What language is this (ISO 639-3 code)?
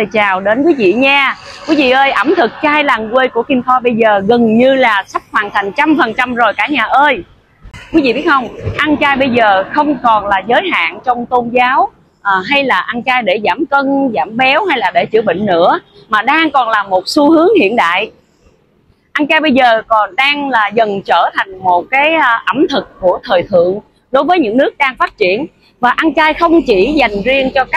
vie